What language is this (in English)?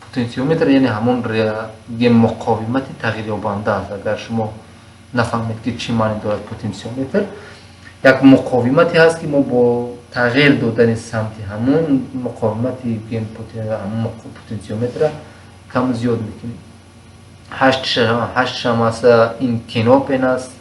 Tajik